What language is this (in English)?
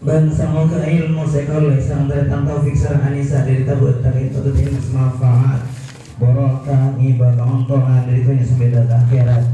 Madurese